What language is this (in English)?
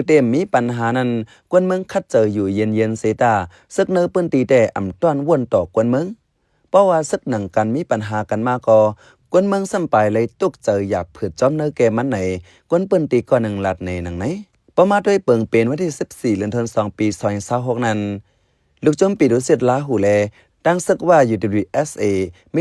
Shan